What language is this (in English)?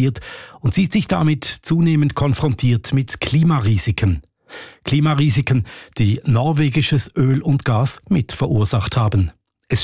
German